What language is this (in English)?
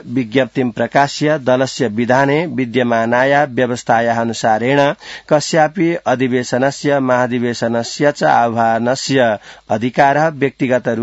Sanskrit